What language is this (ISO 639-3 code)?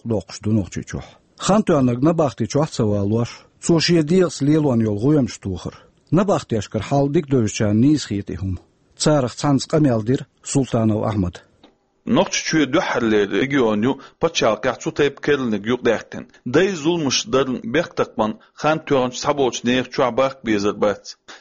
che